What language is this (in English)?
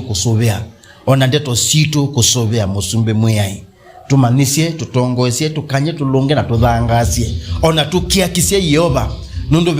Kamba